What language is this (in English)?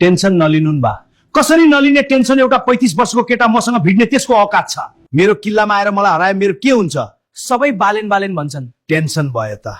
Nepali